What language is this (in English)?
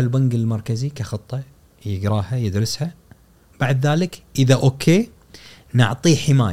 Gulf Arabic